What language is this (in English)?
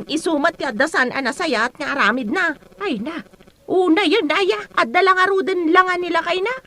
Iloko